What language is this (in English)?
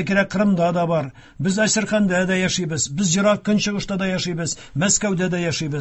Tatar